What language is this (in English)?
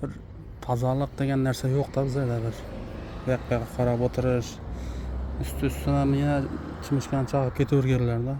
Uzbek